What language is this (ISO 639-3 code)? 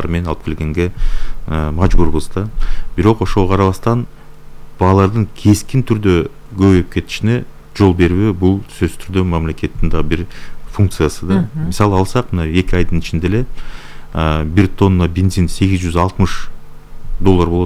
kir